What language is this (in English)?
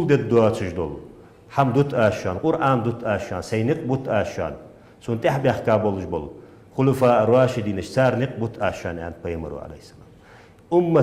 Ingush